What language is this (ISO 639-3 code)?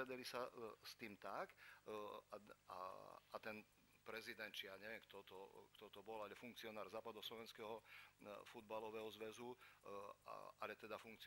slk